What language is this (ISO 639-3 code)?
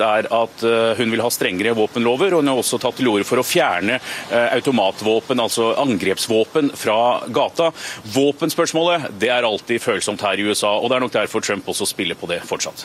nor